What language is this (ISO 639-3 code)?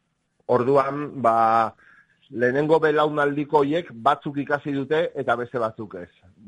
eus